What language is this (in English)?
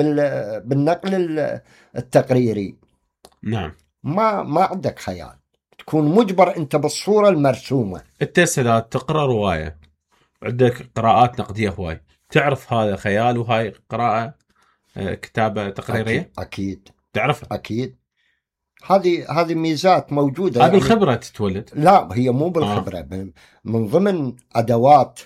Mesopotamian Arabic